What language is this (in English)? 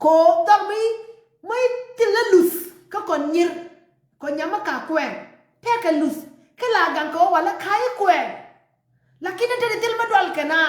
Nuer